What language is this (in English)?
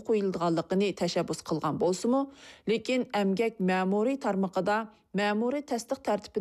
Uyghur